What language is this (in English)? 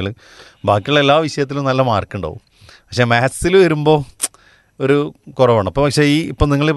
Malayalam